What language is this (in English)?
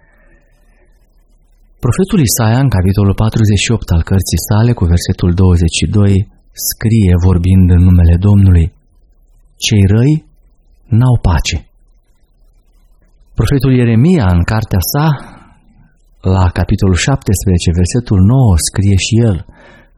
Romanian